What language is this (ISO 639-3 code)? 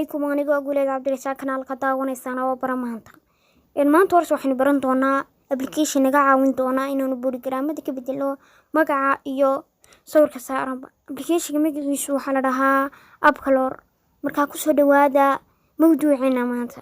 som